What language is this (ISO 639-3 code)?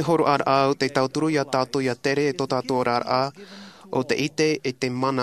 tah